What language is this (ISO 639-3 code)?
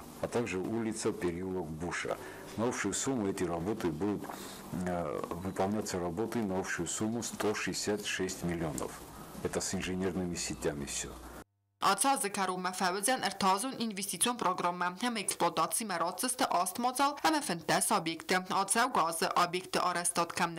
oss